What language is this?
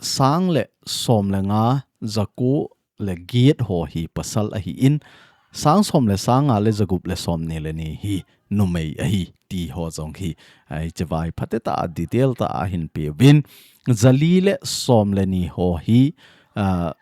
Thado Chin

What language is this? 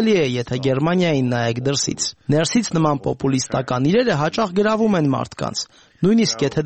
Armenian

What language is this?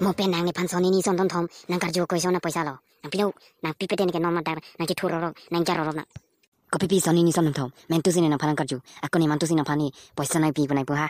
Karbi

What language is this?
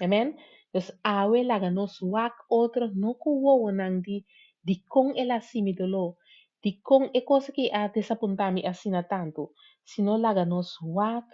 Papiamento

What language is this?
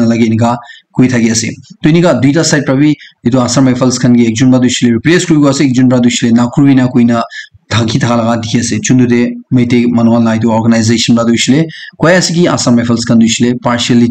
Naga Pidgin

